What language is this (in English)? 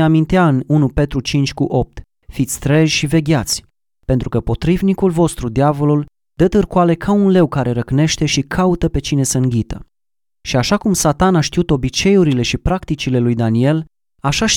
Romanian